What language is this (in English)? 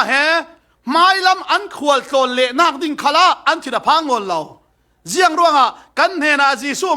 Falam Chin